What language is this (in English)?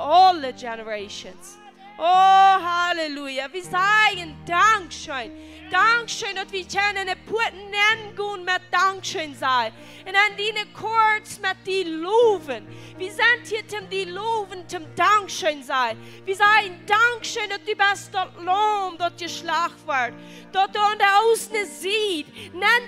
Plautdietsch